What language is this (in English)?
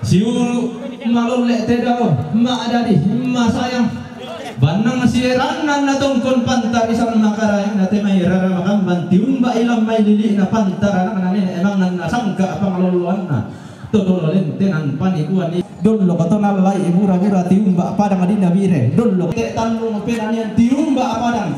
Toraja-Sa'dan